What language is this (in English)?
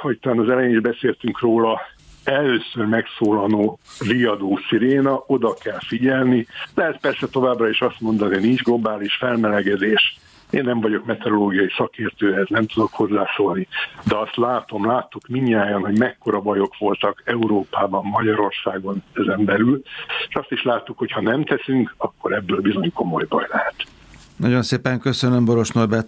Hungarian